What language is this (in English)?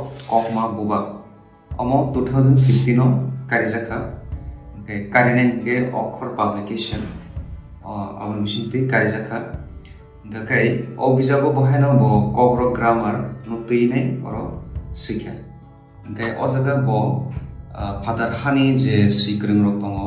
Kok Borok